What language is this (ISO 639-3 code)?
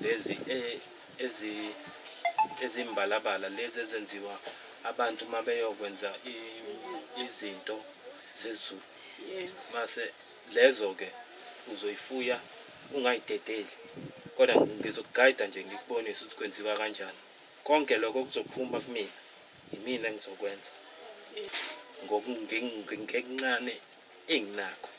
zul